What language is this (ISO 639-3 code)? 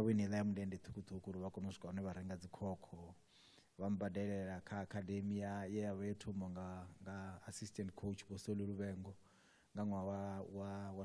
ven